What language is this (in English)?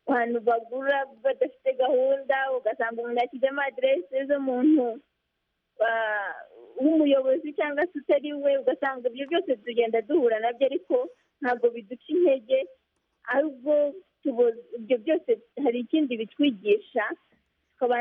Kinyarwanda